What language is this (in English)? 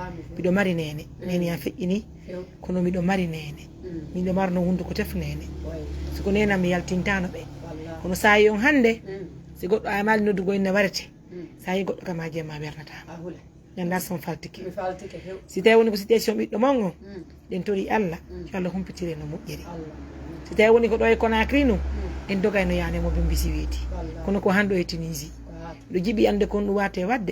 Fula